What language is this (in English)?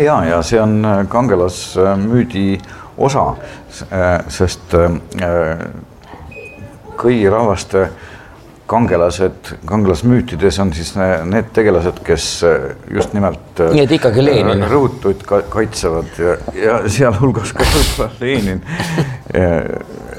Estonian